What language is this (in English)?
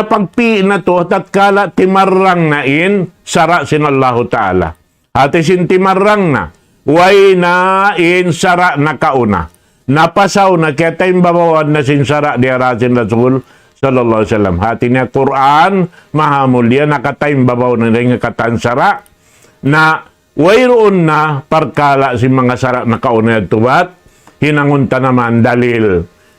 Tausug